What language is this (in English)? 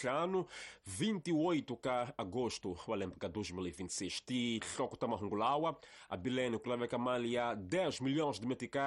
Tsonga